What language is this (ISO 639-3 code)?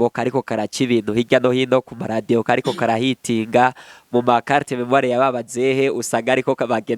run